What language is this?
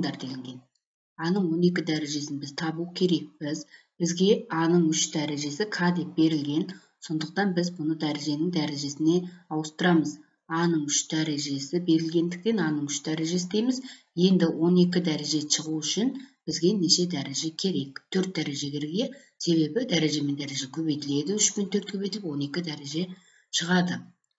Kyrgyz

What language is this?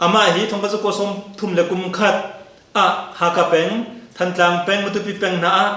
Hakha Chin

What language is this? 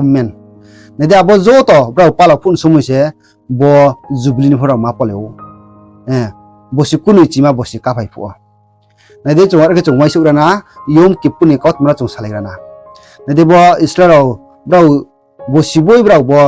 Riang (India)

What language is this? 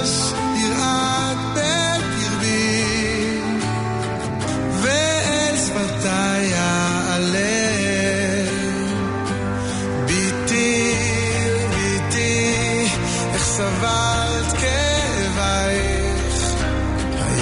Hebrew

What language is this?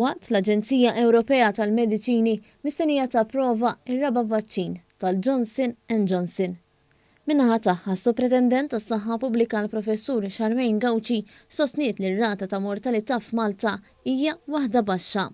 Maltese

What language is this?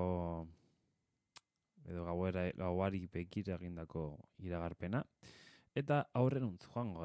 Basque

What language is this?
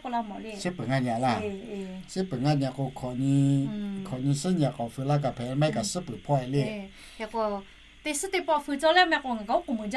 Lahu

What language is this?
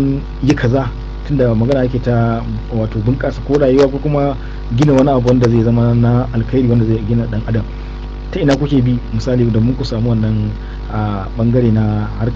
Hausa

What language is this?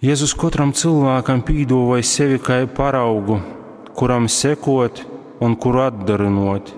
Latgalian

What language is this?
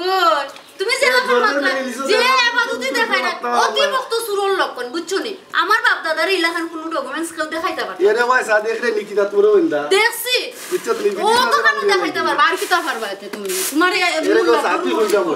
Sylheti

